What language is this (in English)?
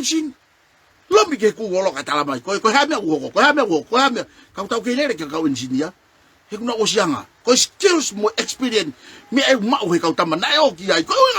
Tongan